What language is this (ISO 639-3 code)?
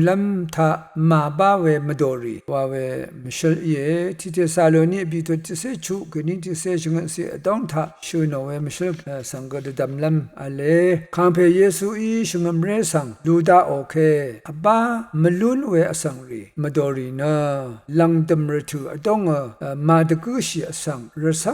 raw